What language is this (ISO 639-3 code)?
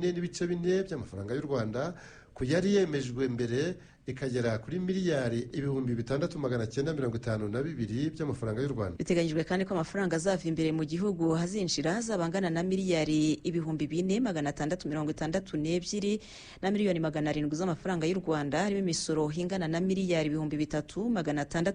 kin